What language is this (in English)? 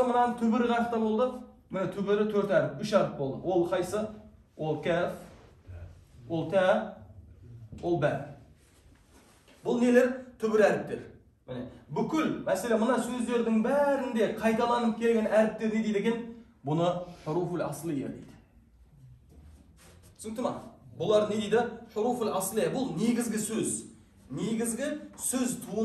Kazakh